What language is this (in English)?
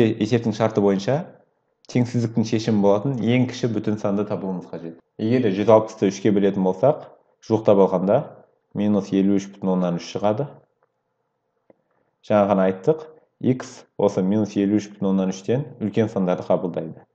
Kazakh